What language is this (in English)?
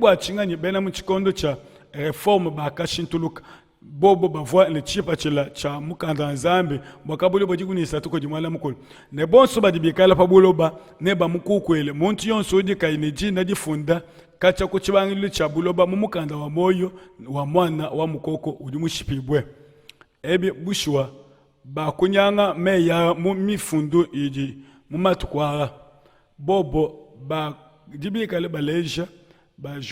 Luba-Lulua